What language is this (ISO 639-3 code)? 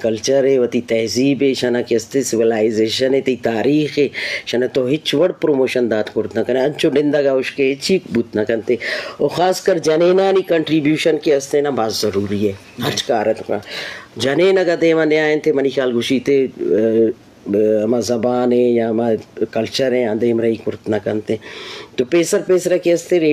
bgp